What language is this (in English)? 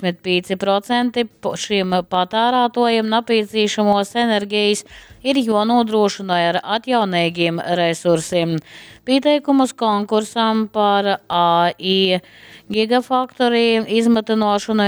Latgalian